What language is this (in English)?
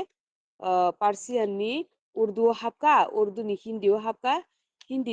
Kok Borok